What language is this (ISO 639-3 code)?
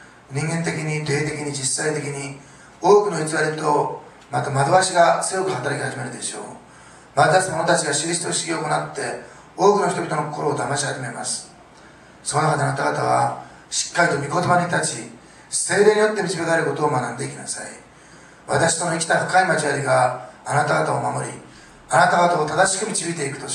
jpn